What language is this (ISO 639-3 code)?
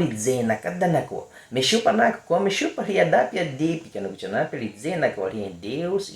bwi